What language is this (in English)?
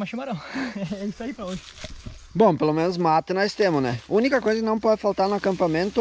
Portuguese